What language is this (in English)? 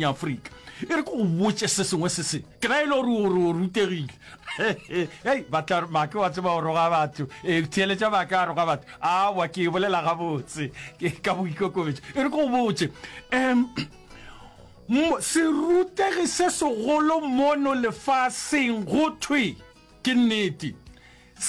Northern Sotho